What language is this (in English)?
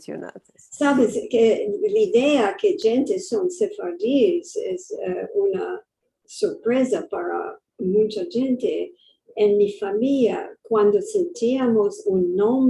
Ladino